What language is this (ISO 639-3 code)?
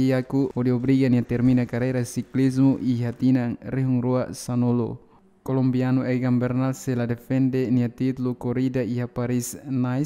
tet